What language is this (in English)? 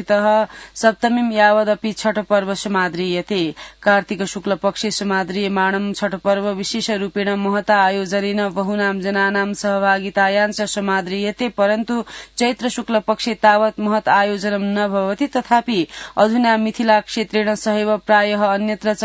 Sanskrit